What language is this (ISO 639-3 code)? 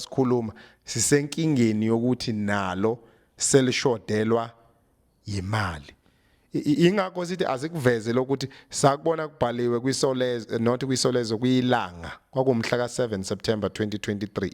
zul